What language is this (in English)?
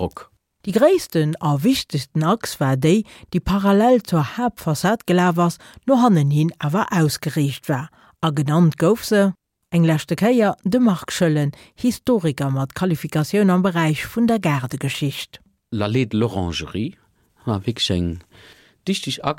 Luxembourgish